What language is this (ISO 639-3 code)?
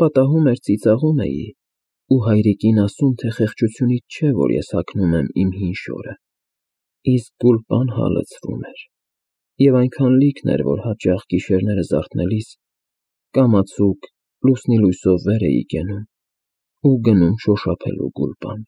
hye